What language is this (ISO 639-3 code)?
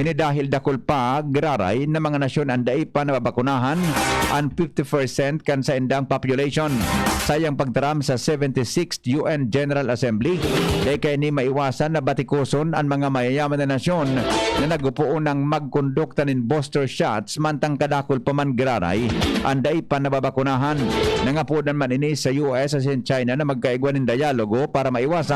bik